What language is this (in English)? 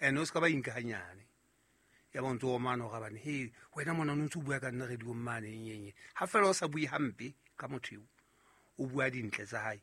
Southern Sotho